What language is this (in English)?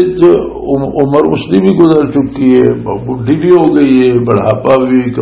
Western Panjabi